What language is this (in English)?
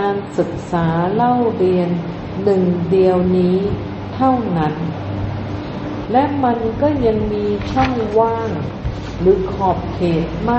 Thai